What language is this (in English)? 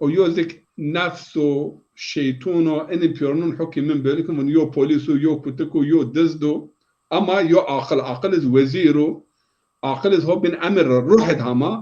Zaza